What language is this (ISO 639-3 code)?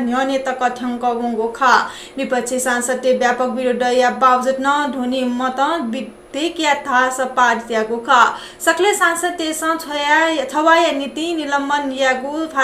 new